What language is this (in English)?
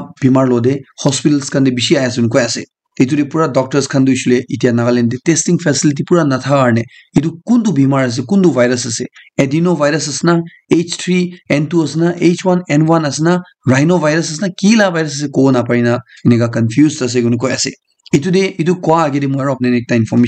Naga Pidgin